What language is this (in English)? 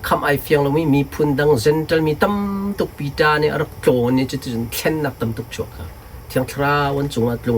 Hakha Chin